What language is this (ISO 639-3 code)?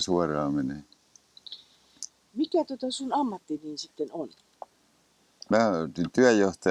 fin